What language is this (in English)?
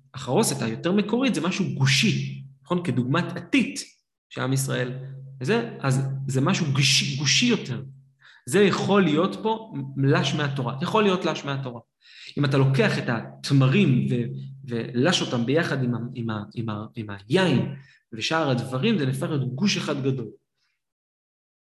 Hebrew